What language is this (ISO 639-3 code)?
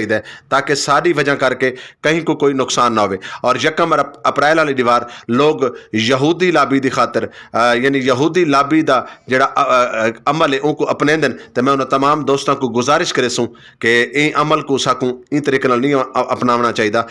skr